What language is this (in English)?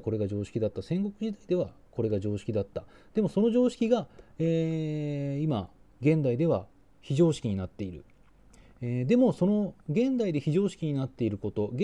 Japanese